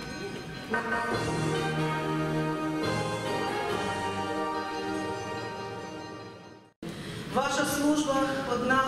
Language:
Ukrainian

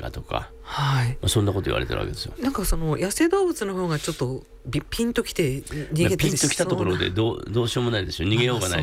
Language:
Japanese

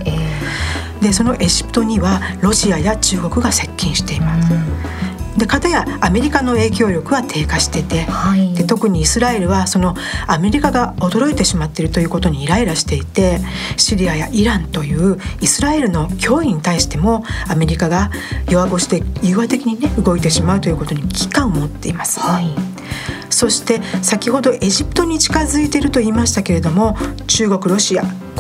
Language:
Japanese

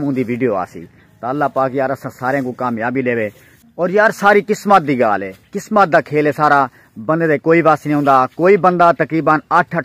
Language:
Saraiki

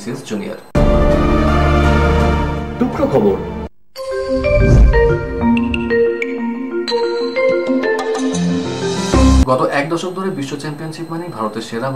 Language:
Bangla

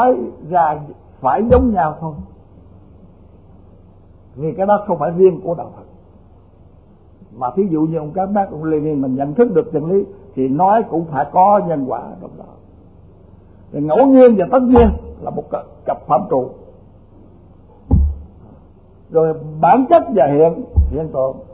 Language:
Vietnamese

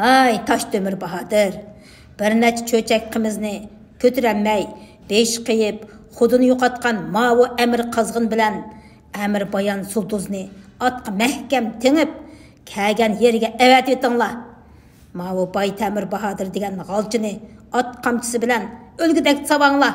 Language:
Uyghur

